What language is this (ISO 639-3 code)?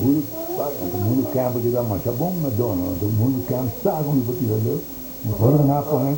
pap